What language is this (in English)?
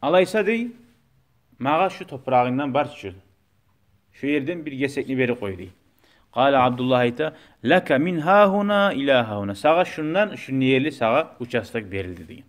Kumyk